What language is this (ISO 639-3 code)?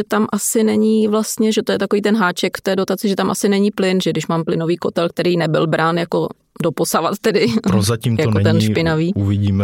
ces